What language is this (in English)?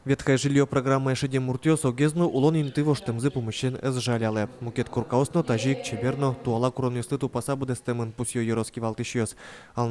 Udmurt